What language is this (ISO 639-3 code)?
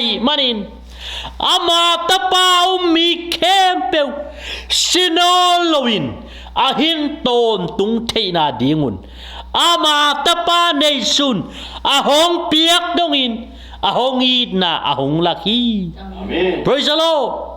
ctd